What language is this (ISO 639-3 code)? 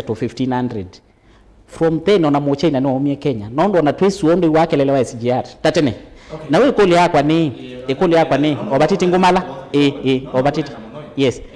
kam